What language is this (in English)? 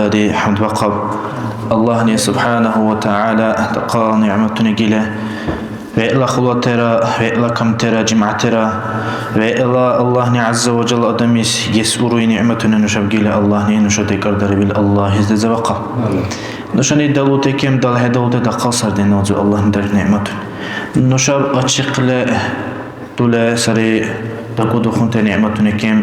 Dargwa